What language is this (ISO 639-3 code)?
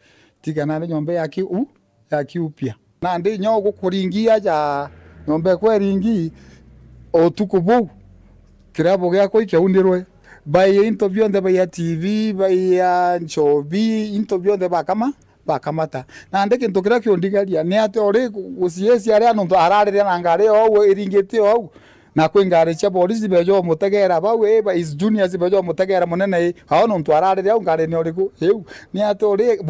mer